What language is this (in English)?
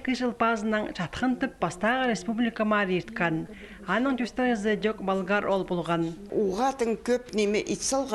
Khakas